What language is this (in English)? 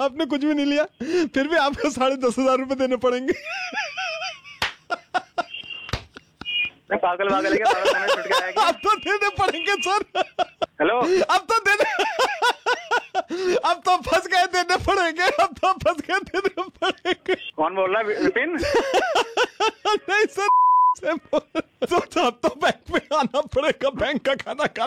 Hindi